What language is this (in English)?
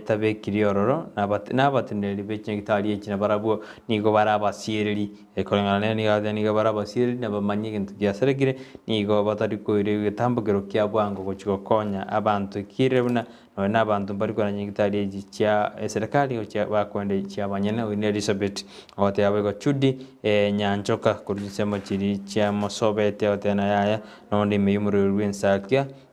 Gusii